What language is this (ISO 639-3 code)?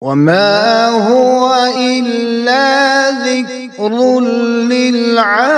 kas